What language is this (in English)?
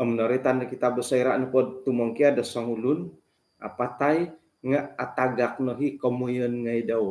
Central Dusun